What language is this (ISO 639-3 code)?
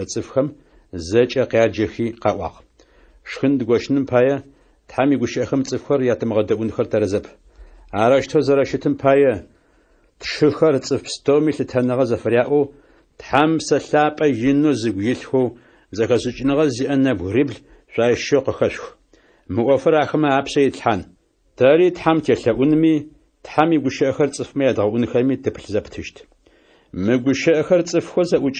ady